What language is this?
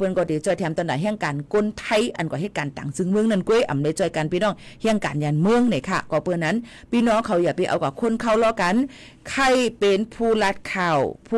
Shan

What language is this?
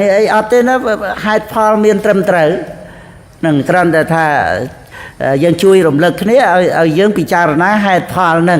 Khmer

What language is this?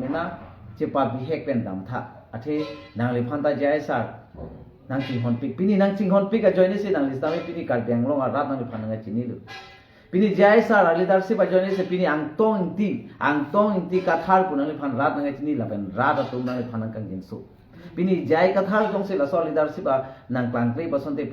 Karbi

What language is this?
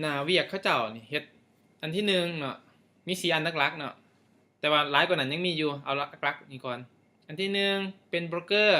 Lao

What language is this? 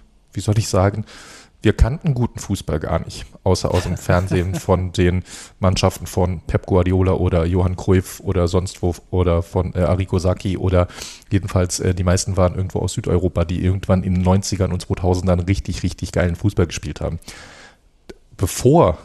German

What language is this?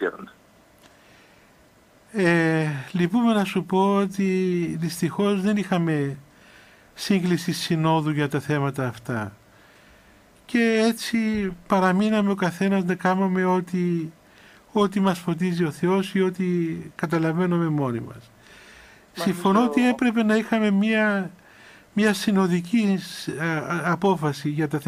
Greek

